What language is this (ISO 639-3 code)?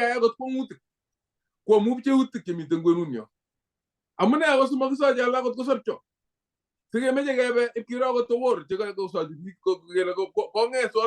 kln